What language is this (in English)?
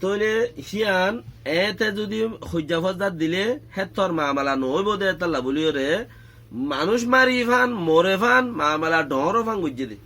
Rohingya